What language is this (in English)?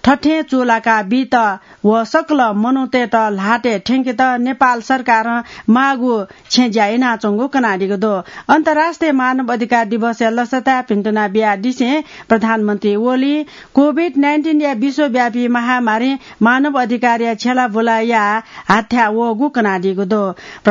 Newari